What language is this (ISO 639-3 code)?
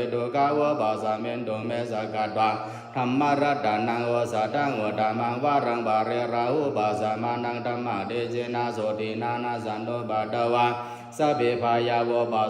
pli